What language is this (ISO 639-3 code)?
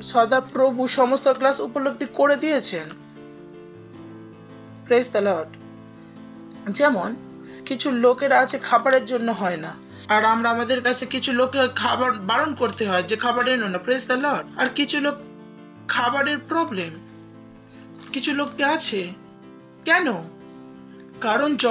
ben